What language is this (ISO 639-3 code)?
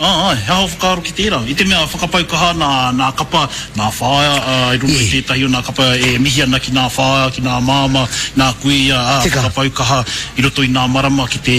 mri